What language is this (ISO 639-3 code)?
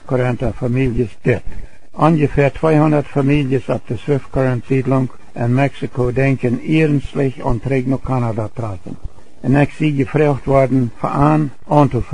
pdt